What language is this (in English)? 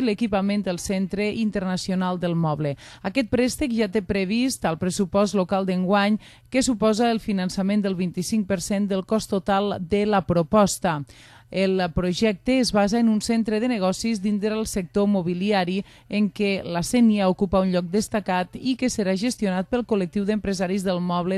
Catalan